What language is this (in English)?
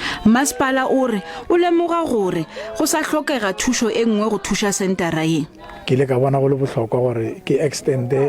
Northern Sotho